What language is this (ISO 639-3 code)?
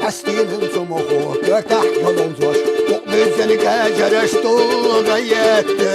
che